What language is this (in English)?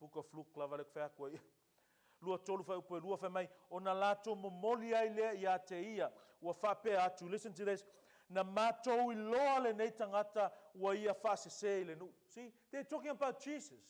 Samoan